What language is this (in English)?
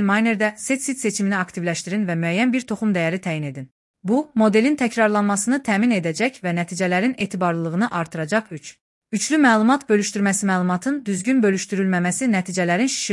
Azerbaijani